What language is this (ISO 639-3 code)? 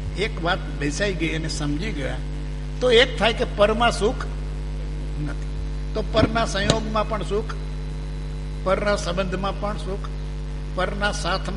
guj